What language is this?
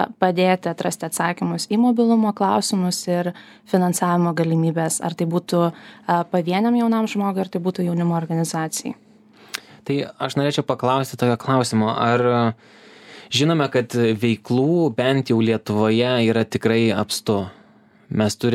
Lithuanian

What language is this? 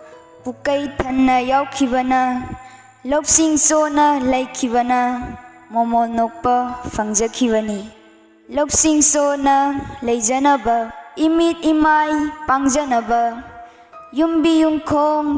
Manipuri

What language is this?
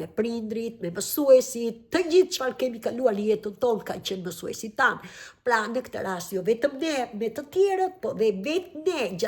Albanian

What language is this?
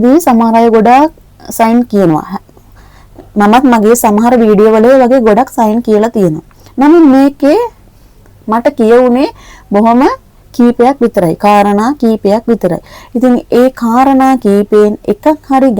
Sinhala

